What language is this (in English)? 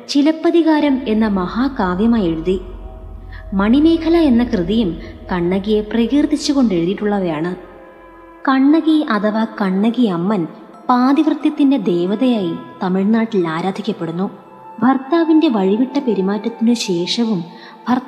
Malayalam